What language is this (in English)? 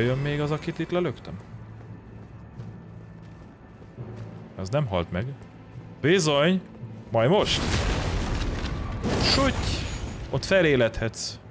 Hungarian